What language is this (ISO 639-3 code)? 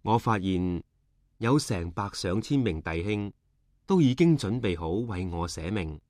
yue